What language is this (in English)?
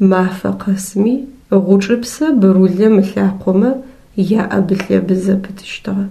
Adyghe